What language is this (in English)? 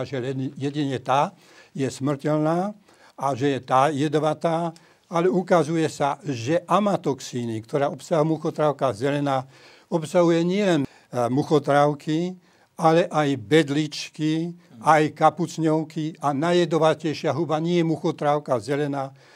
Slovak